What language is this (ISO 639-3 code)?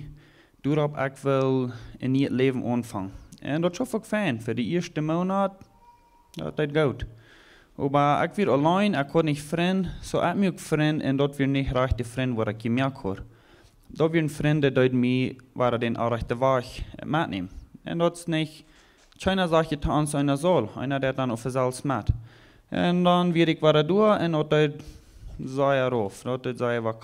pdt